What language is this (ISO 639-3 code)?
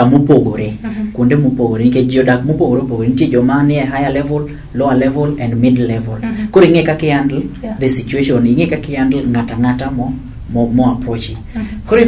luo